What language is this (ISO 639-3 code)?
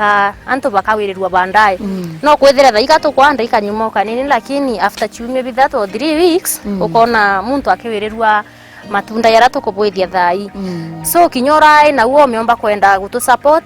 mer